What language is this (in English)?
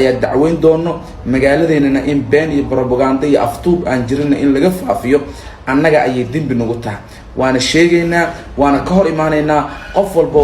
Somali